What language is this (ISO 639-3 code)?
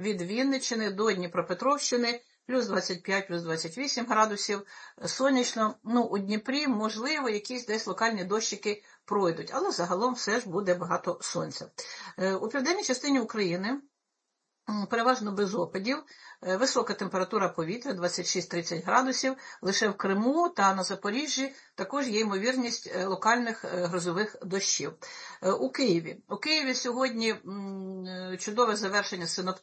ukr